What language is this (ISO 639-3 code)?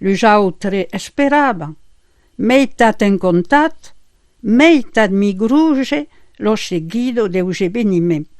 oci